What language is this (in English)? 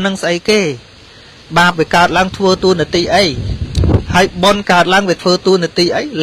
Khmer